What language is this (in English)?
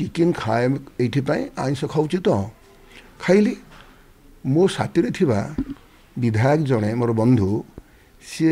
Odia